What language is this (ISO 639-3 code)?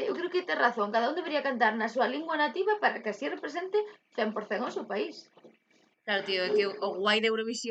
glg